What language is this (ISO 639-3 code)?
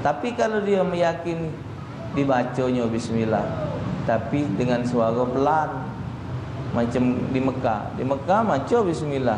mui